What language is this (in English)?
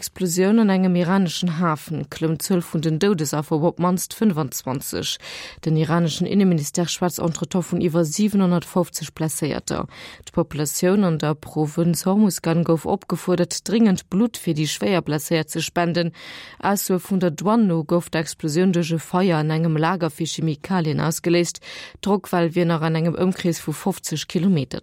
Luxembourgish